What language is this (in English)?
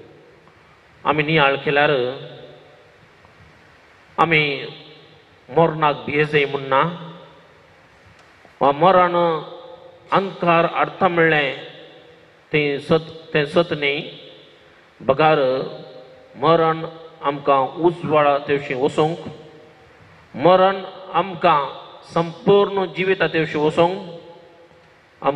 Konkani